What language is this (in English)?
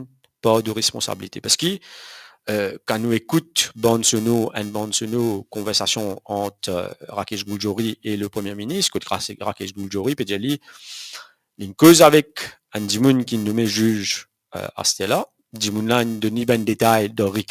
Morisyen